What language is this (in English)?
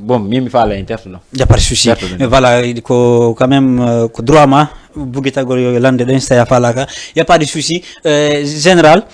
Fula